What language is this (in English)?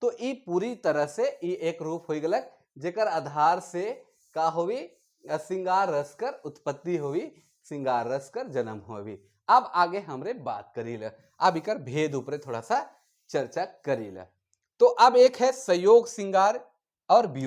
Sadri